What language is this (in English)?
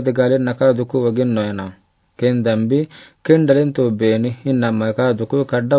Afar